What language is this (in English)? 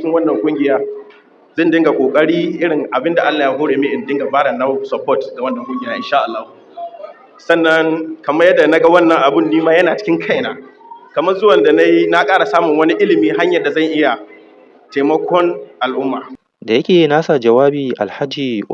Hausa